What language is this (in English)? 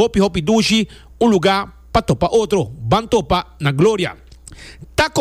Papiamento